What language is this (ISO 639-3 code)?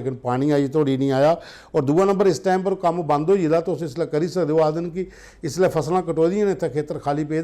doi